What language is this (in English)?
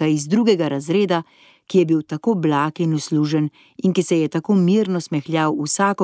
Slovenian